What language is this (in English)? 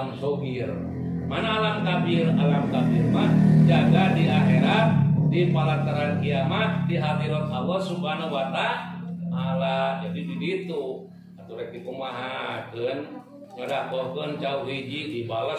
Sundanese